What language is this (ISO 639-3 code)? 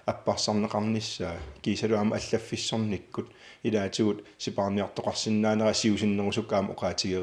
kal